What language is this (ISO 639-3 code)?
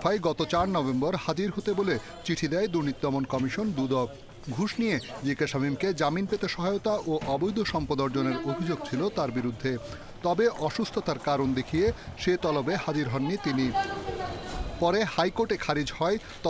ben